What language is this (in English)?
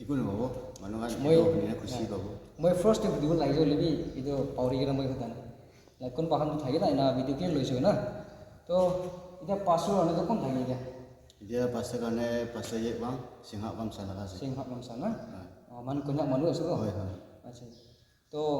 Naga Pidgin